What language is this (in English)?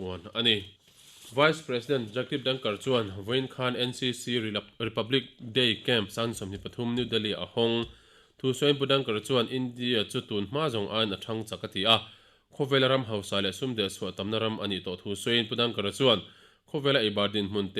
Mizo